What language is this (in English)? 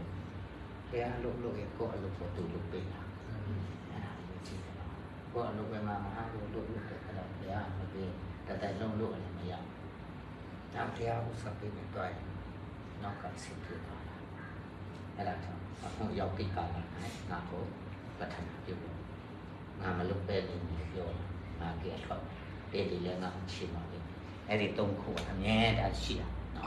Burmese